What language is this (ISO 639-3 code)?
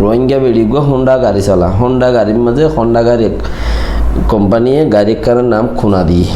rhg